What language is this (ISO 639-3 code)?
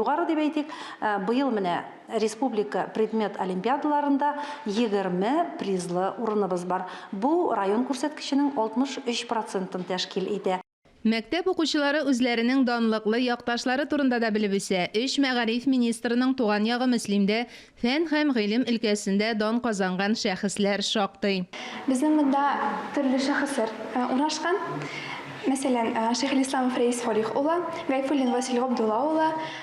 tat